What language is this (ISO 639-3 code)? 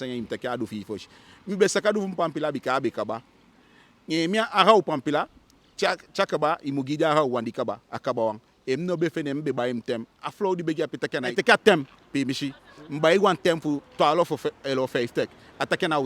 djk